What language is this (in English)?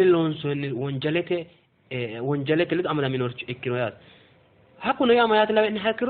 Sidamo